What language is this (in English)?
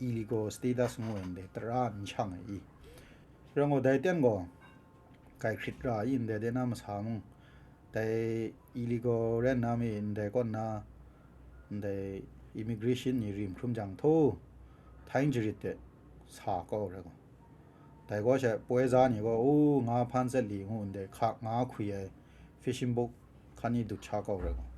Kachin